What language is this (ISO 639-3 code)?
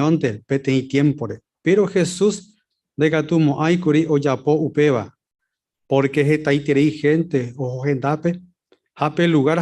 grn